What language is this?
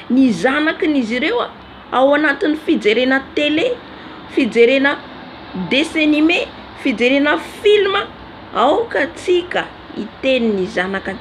Malagasy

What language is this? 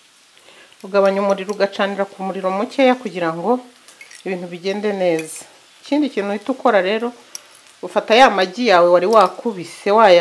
Kinyarwanda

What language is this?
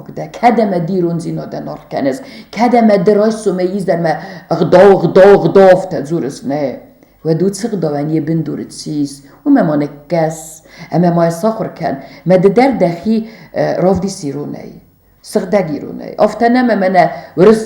Ossetic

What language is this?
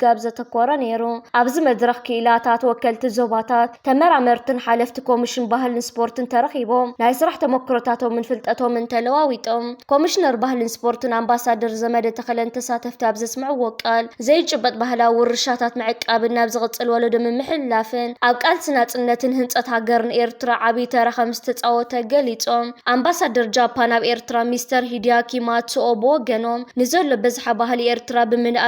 Tigrinya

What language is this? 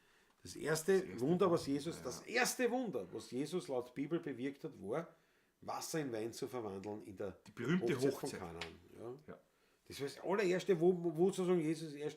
Bavarian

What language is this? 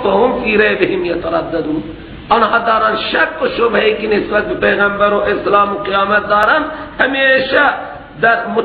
Persian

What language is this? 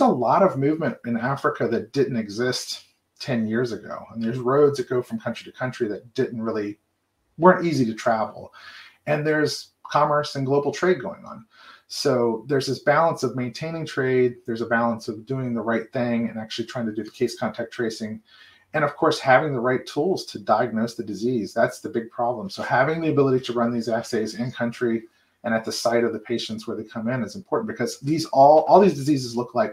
English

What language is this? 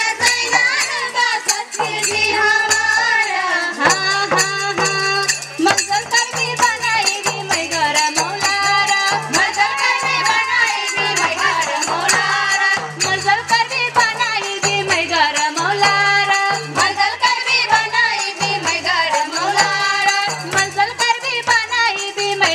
Bhojpuri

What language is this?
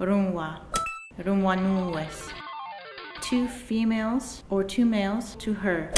Mohawk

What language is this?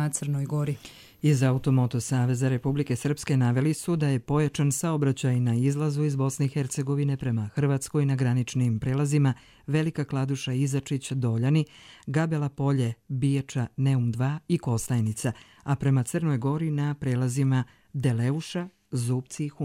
Croatian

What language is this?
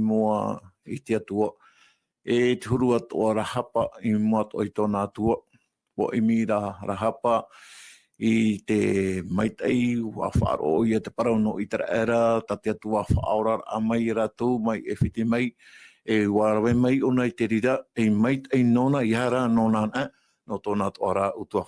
Tahitian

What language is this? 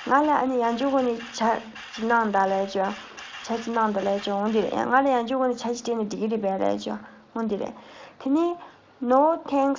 Tibetan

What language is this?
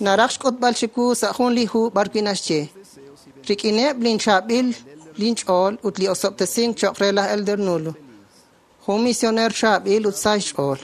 Kekchí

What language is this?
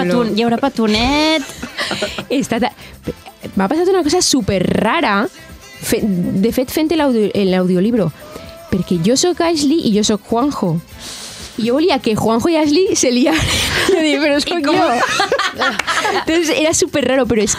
Catalan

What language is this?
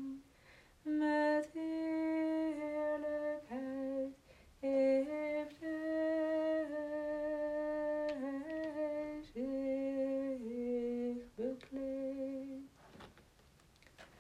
Dutch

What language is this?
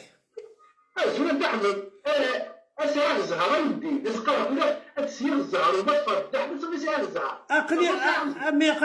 Kabyle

